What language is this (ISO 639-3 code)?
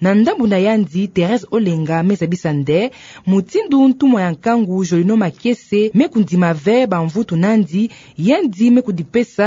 ktu